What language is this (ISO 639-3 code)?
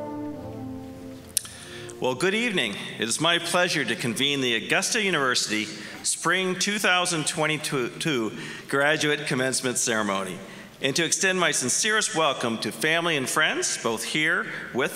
eng